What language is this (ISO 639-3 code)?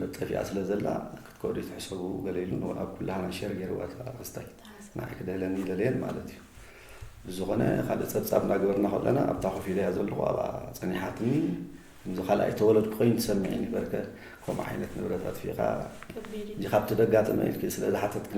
tir